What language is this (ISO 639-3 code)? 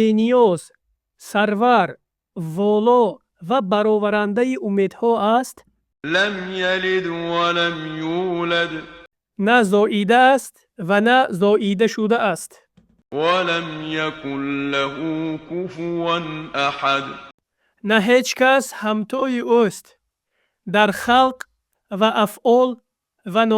tgk